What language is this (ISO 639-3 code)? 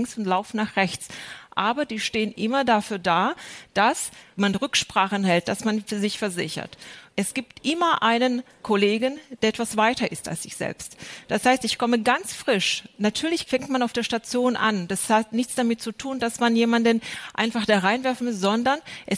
deu